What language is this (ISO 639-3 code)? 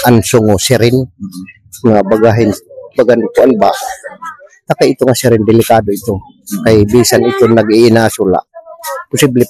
war